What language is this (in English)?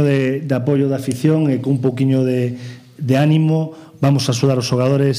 Galician